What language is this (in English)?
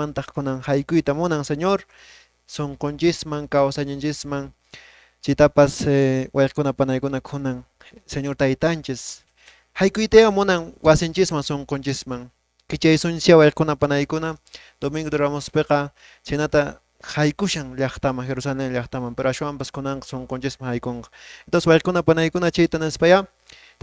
Quechua